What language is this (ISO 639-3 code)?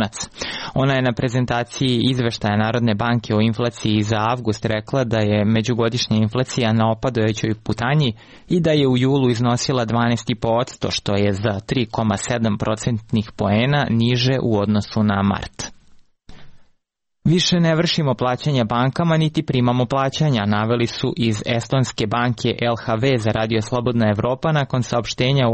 srp